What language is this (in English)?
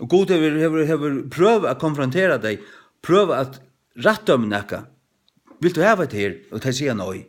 Faroese